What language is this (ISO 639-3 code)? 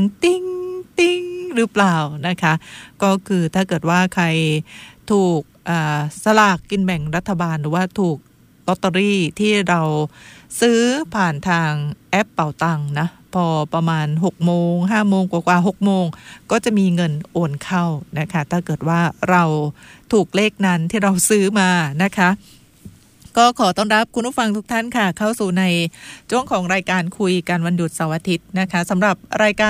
tha